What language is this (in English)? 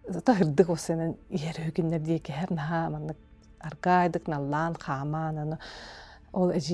Yakut